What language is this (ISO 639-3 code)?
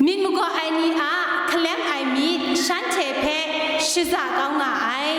kac